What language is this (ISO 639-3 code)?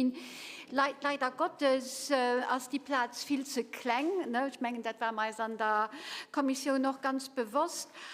ltz